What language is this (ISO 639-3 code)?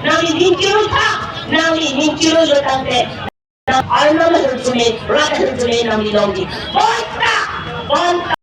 mjw